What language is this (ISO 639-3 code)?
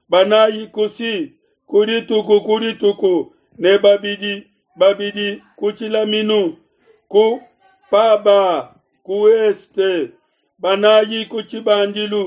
lua